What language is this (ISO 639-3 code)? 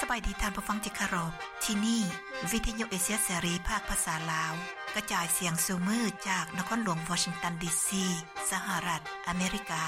lao